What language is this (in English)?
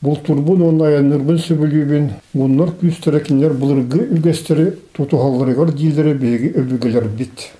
Yakut